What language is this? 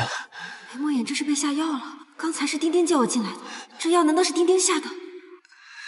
Chinese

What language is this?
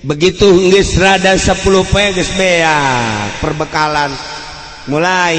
Sundanese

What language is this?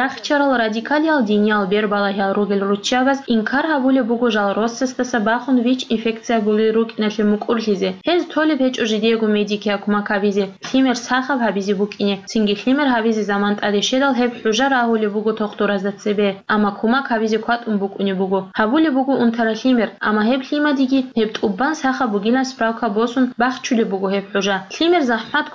Avaric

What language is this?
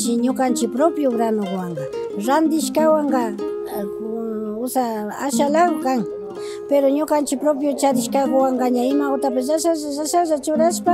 Imbabura Highland Quichua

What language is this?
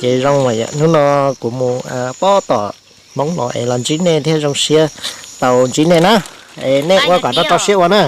Hmong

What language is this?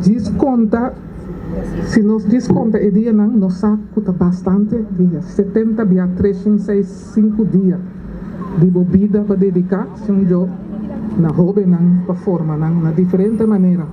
Papiamento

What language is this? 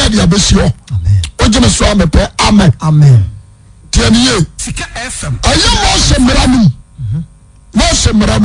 Akan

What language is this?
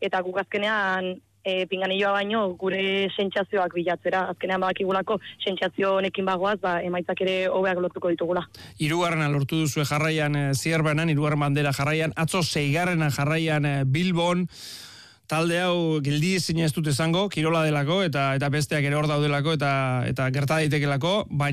Basque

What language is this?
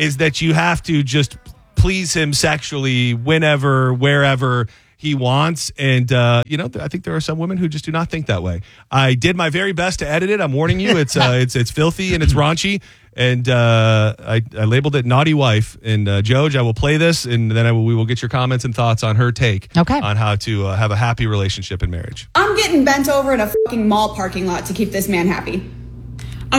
English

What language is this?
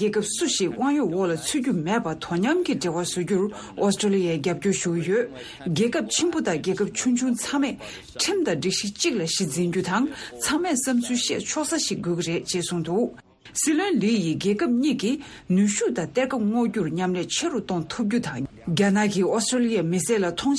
Tibetan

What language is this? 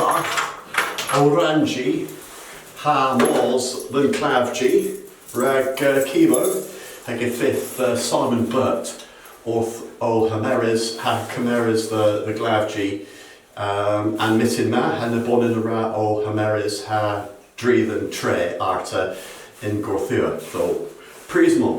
Cornish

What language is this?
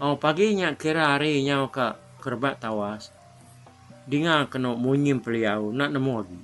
Iban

